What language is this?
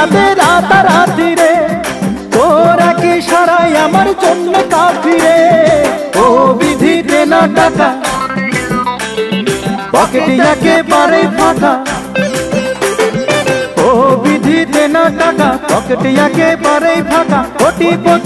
Bangla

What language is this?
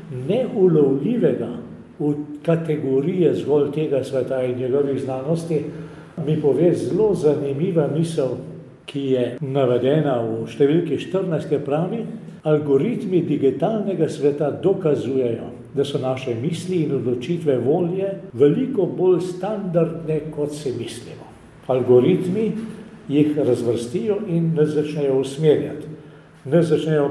Slovenian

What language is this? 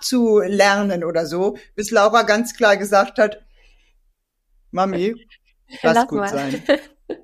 German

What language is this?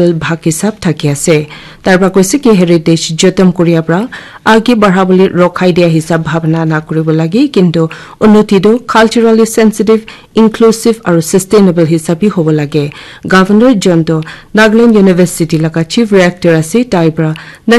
Naga Pidgin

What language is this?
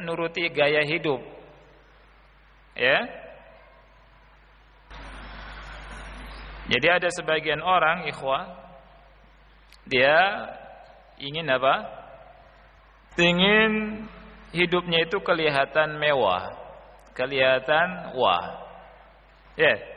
Indonesian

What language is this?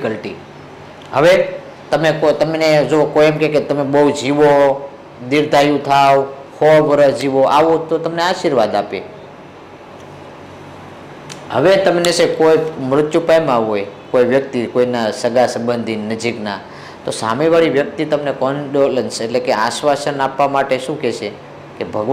Gujarati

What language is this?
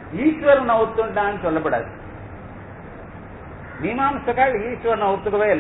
Tamil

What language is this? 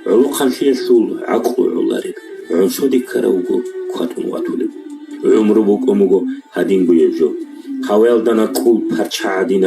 Avaric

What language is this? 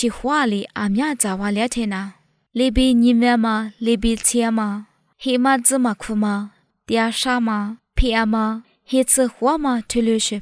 Lisu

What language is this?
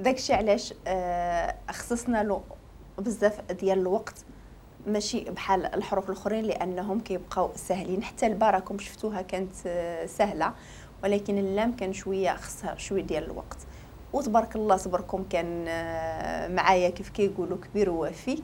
Moroccan Arabic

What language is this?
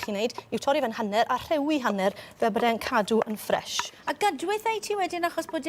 Welsh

